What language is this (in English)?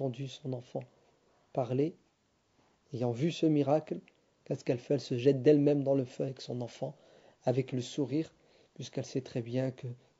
French